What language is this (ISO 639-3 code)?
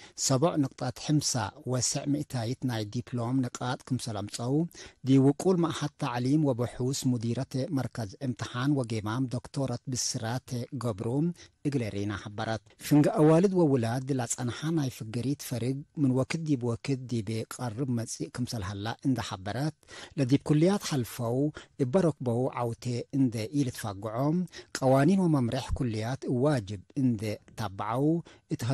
tig